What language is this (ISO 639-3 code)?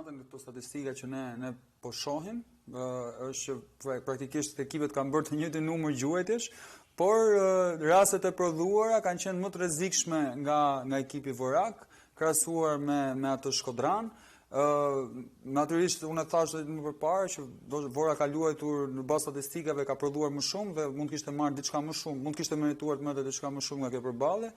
sqi